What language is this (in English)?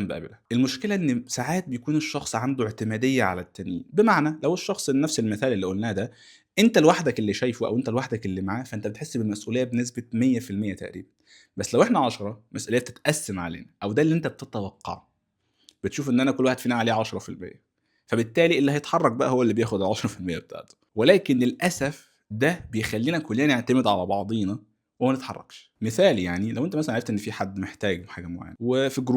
Egyptian Arabic